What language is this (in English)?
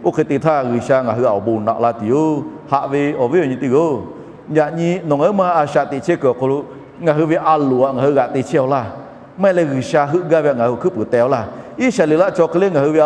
Lahu